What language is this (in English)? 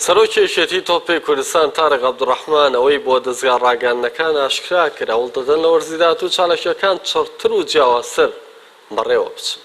Central Kurdish